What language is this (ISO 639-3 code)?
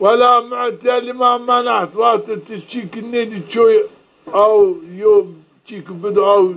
zza